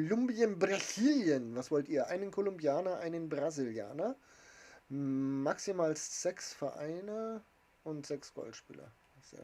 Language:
Bavarian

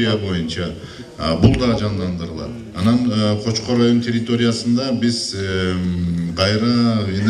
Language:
Kyrgyz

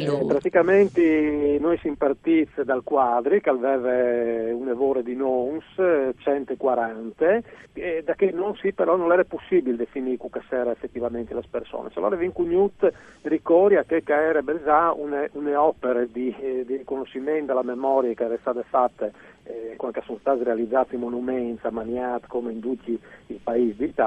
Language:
Friulian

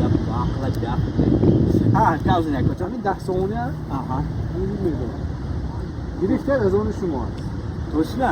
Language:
Tajik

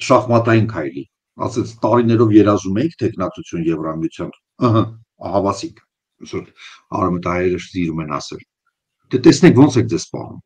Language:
Armenian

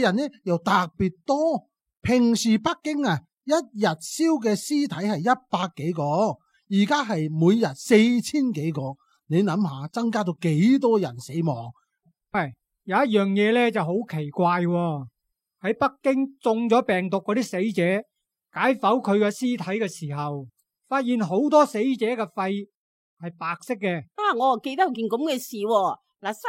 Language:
Cantonese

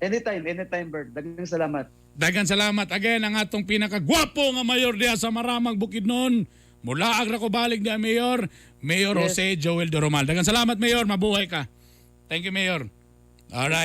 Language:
Cebuano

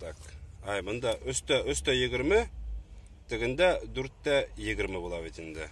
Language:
Bashkir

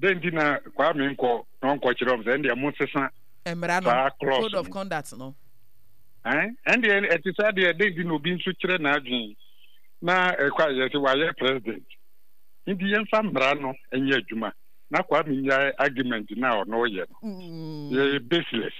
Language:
Akan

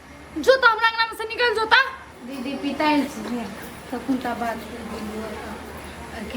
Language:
Maithili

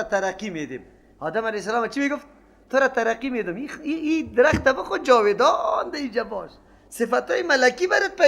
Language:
Persian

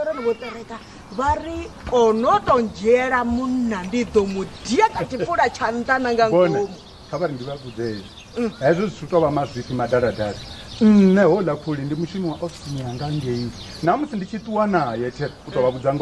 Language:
Venda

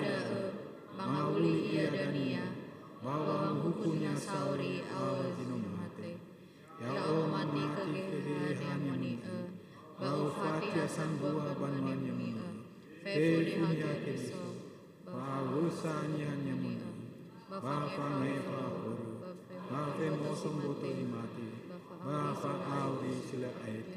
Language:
Nias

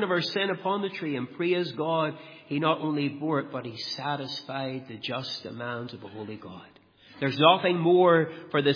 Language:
English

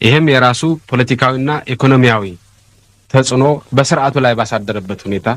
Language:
Amharic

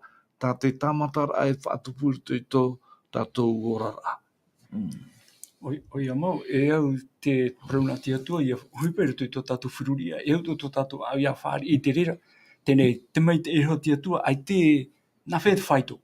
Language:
Tahitian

